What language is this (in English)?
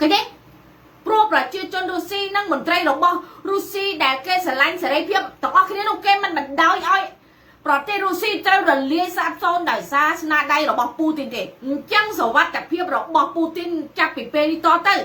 Khmer